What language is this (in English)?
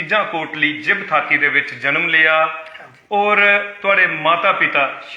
Dogri